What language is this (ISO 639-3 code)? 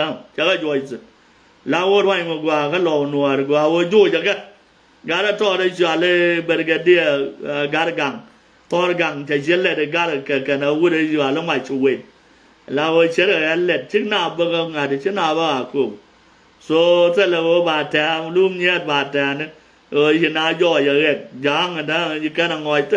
nus